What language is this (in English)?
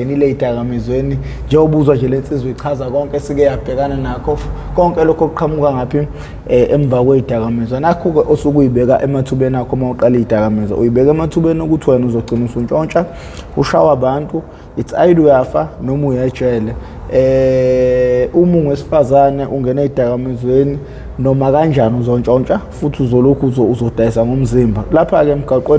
Zulu